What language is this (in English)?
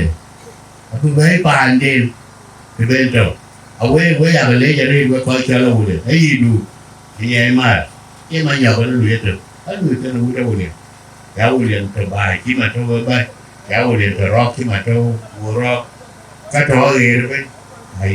Dinka